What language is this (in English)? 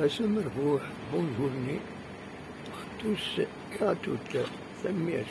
Kabyle